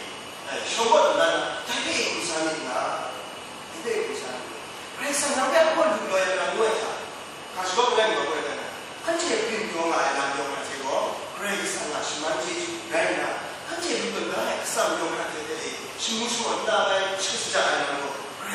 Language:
Kachin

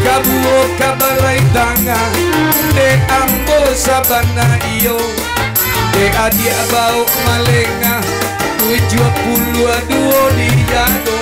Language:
Minangkabau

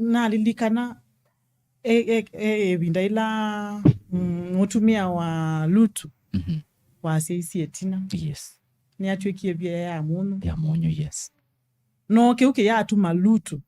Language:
Kamba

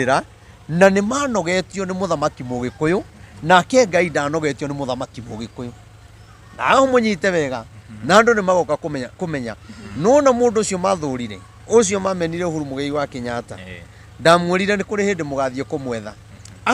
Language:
Kikuyu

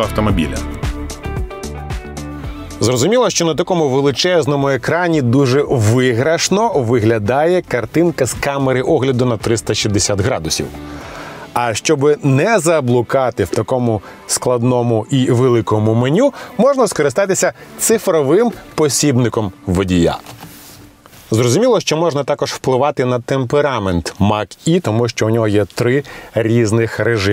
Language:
Ukrainian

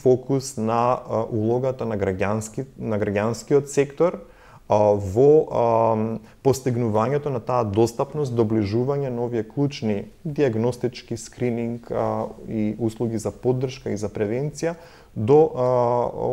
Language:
Macedonian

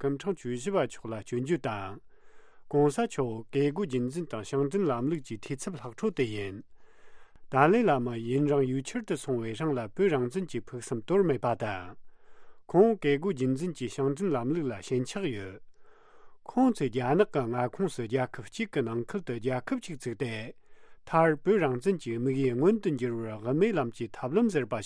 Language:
Tibetan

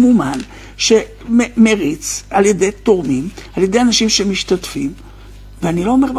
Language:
Hebrew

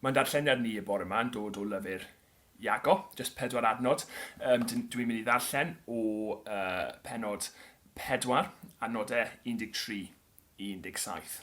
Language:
Welsh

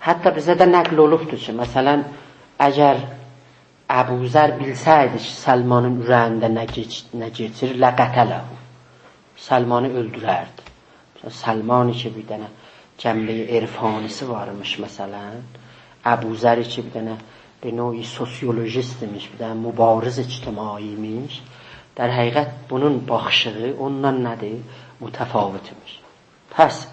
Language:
South Azerbaijani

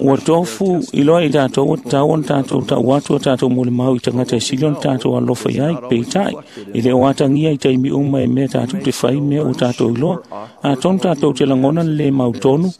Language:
Samoan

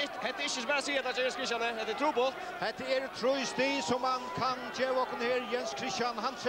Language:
Faroese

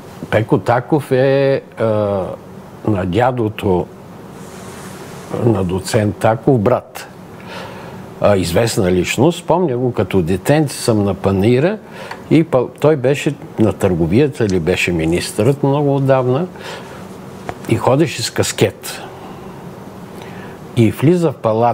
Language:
Bulgarian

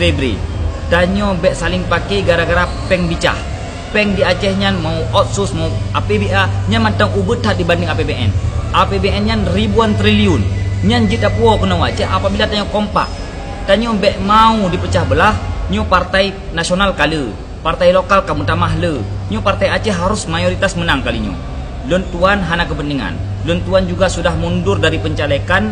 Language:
Achinese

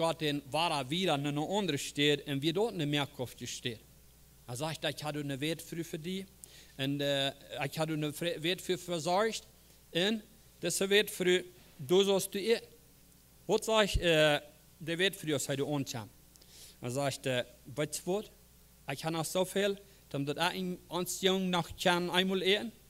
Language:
Plautdietsch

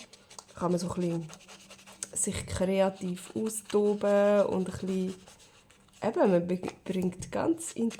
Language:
Swiss German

